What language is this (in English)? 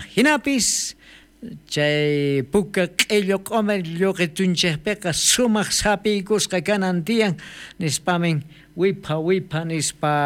South Bolivian Quechua